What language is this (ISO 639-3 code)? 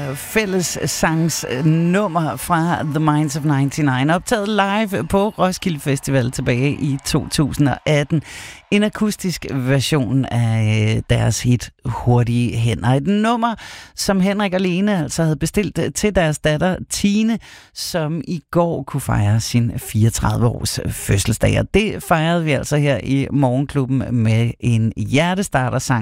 dan